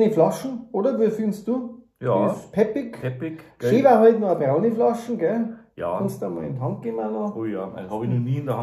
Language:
Bavarian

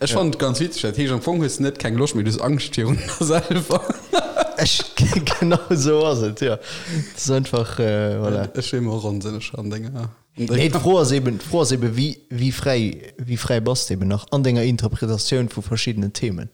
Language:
Luxembourgish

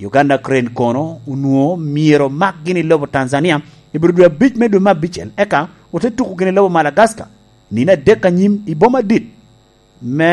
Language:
Lango (Uganda)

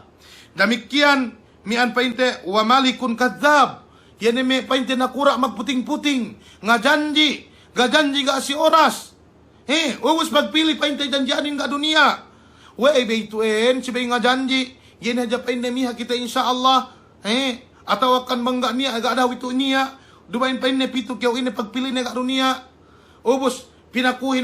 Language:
Yakan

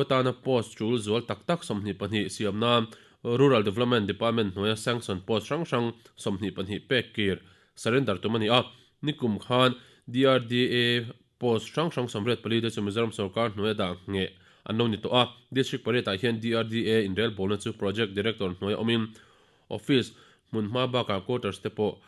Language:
Mizo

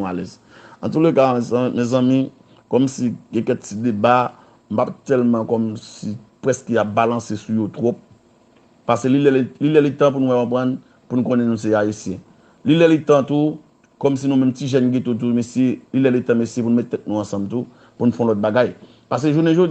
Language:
Haitian Creole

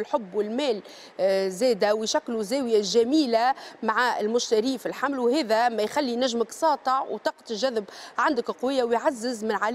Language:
Tunisian Arabic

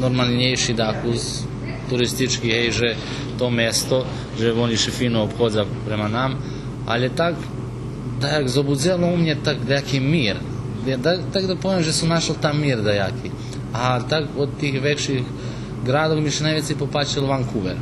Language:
Rusyn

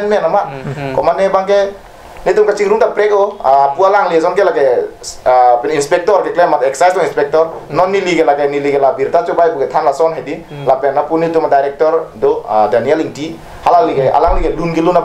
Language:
Karbi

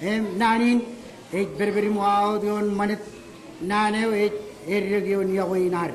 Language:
Marshallese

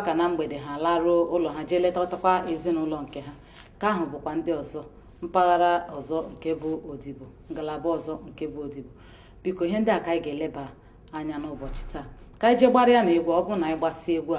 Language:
Igbo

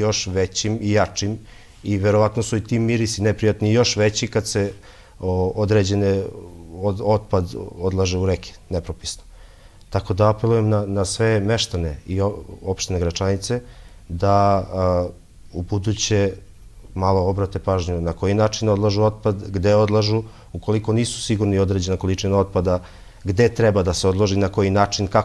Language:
Serbian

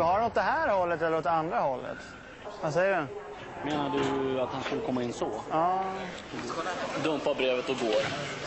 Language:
Swedish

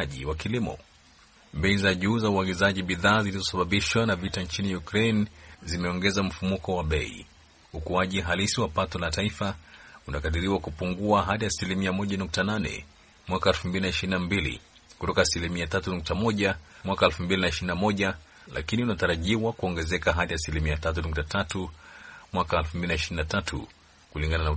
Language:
Swahili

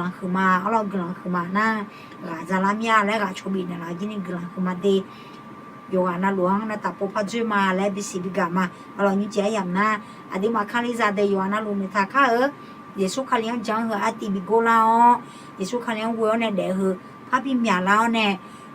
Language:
Akha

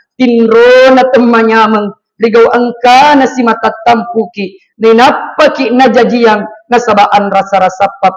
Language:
Buginese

